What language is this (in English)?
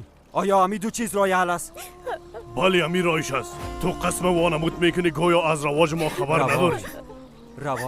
Persian